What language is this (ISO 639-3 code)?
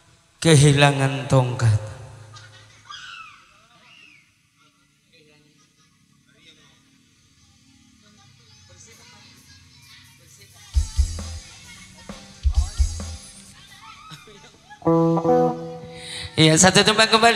ind